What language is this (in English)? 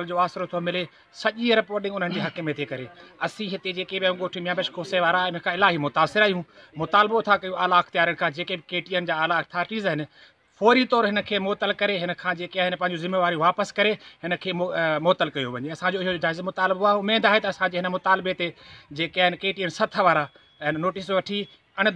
Sindhi